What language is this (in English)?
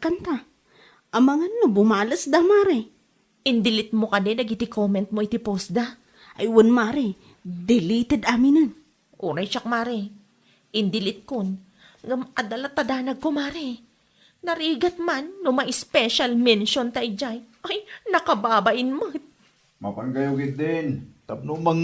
Iloko